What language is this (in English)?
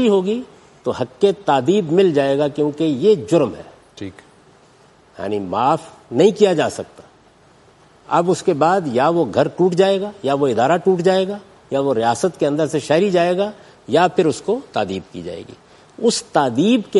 Urdu